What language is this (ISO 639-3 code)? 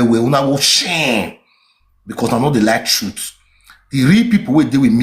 pcm